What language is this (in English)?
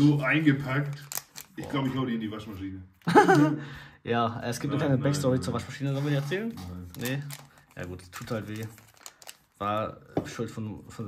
German